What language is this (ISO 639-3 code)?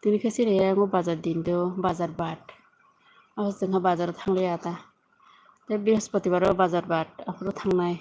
trp